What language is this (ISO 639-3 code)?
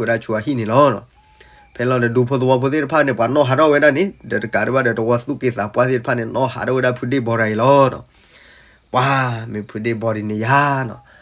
ksw